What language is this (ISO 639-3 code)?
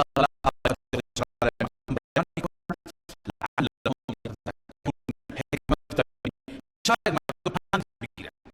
fas